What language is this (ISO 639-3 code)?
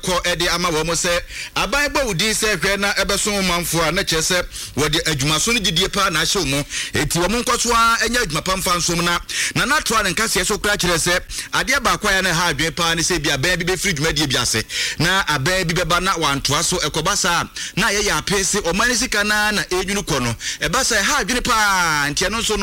aka